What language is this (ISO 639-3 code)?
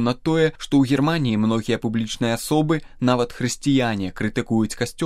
bel